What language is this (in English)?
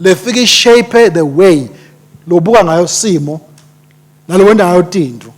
Swati